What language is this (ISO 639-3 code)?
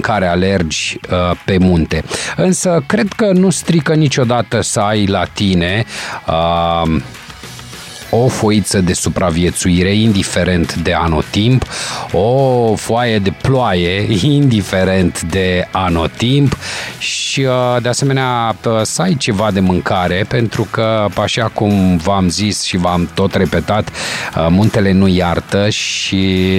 ron